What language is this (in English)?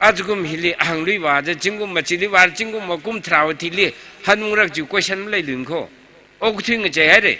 Tangkhul Naga (India)